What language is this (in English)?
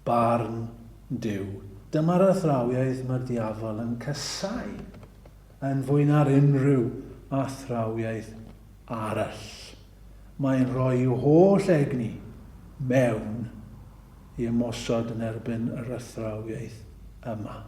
Welsh